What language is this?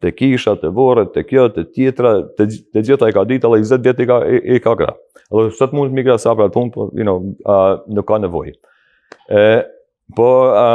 Albanian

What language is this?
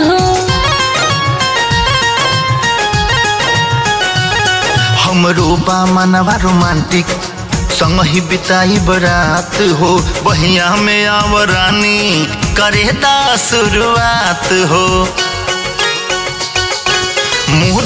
Bhojpuri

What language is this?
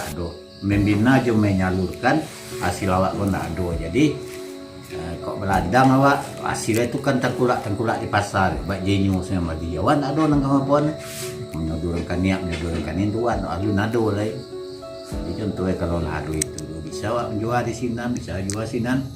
Minangkabau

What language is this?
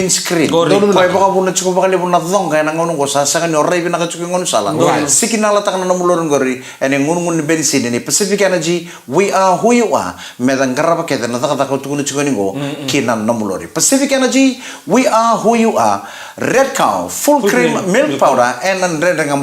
Fijian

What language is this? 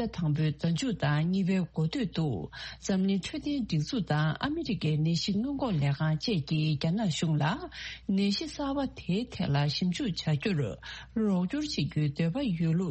Tibetan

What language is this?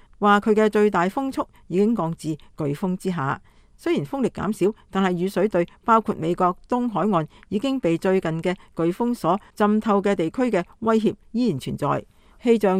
Cantonese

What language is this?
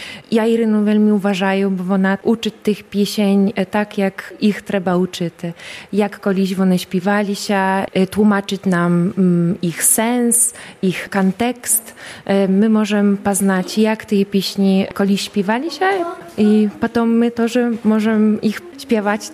Belarusian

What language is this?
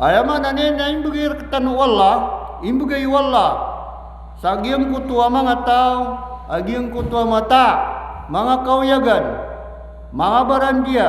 Maranao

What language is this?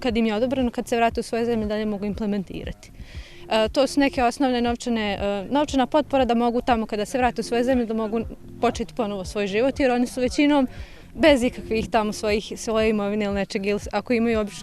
Bosnian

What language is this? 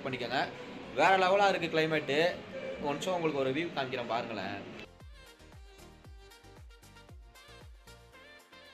Tamil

